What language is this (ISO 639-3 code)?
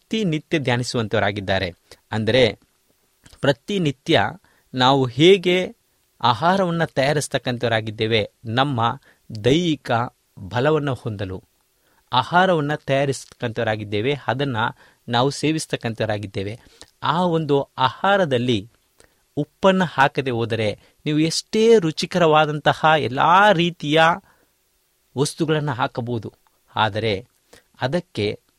kan